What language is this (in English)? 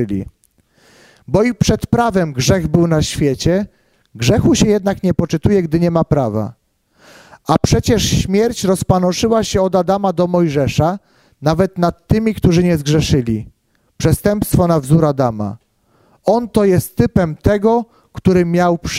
Polish